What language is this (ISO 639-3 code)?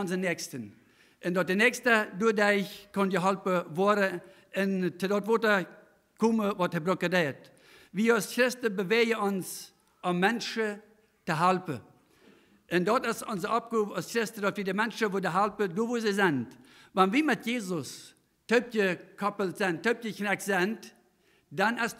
pdt